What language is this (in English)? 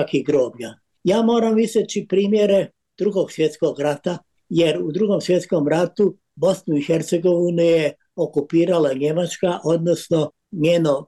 Bosnian